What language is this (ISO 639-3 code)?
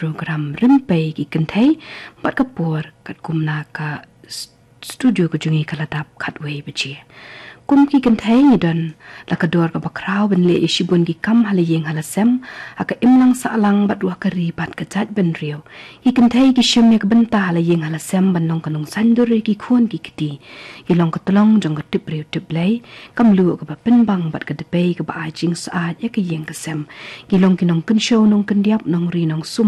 kha